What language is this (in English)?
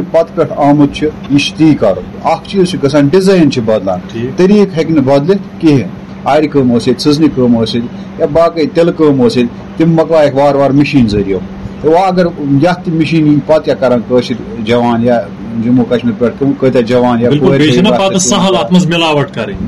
Kashmiri